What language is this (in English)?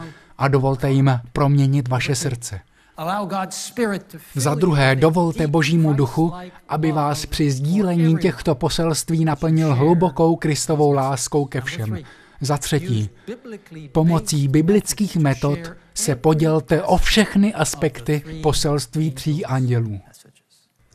Czech